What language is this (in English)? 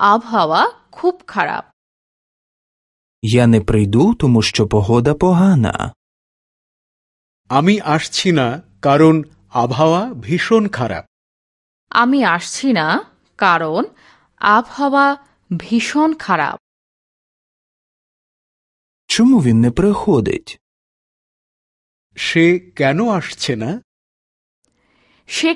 Bangla